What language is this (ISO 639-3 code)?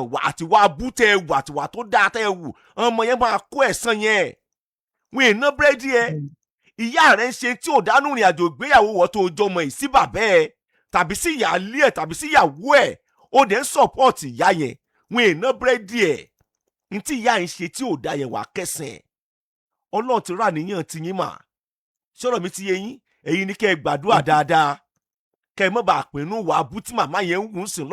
yor